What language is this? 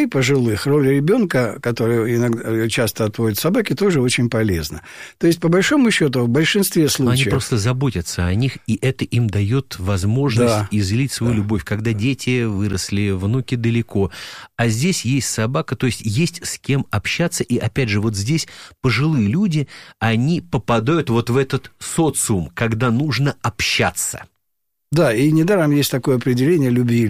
Russian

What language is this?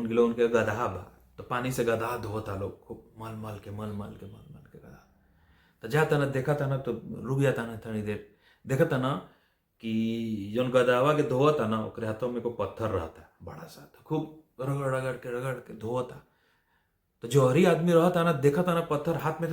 Bhojpuri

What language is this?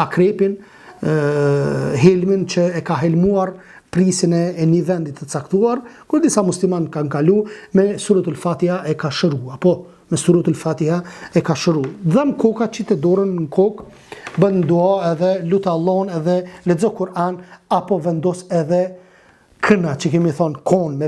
Albanian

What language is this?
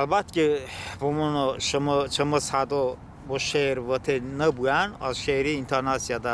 Talysh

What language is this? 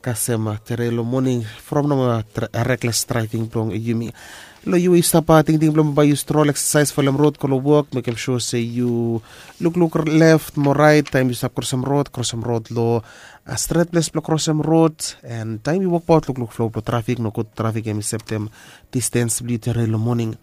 Bislama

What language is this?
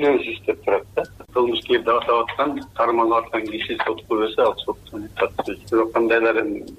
Kyrgyz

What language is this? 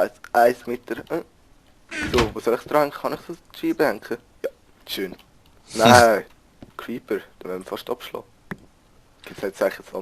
Swiss German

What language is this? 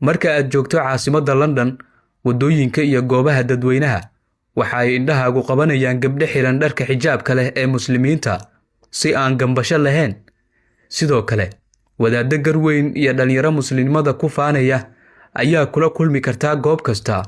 Somali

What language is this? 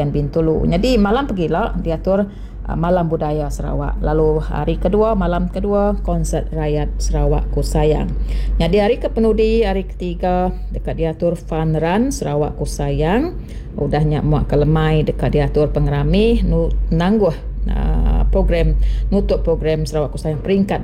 Iban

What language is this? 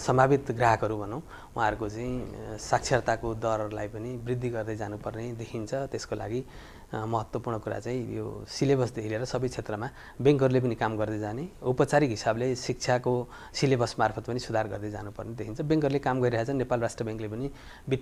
Nepali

